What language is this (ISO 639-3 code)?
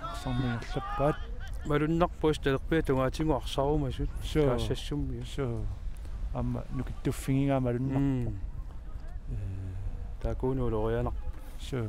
kal